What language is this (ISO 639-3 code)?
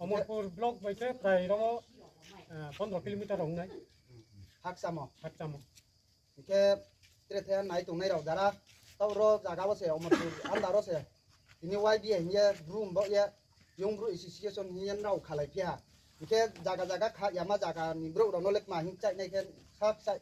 ria